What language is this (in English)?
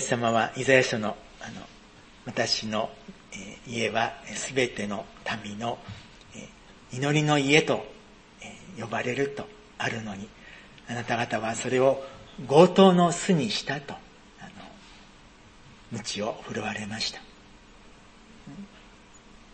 Japanese